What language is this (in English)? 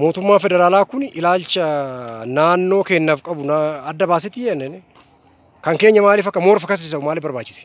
Oromo